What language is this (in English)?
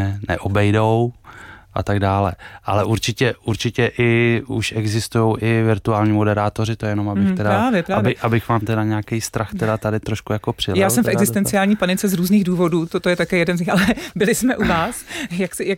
Czech